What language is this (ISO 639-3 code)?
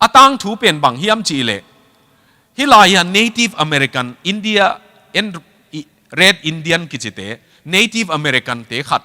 ctd